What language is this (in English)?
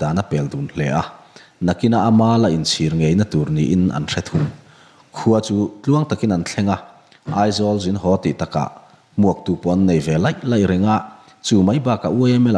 Mizo